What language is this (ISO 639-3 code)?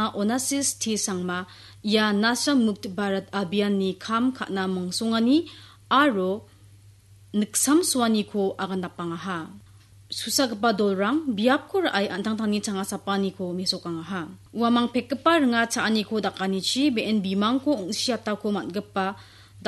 grt